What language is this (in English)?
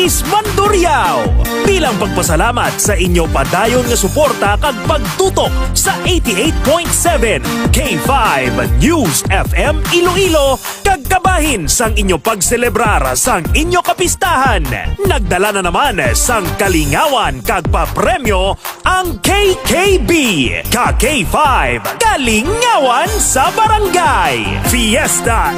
Hiligaynon